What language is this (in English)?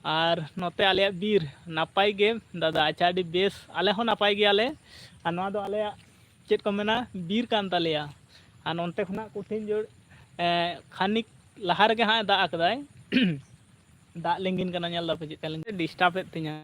Santali